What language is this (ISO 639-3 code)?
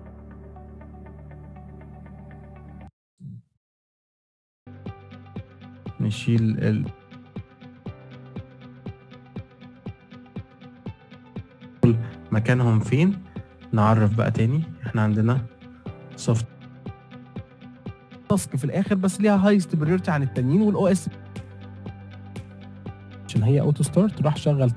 arz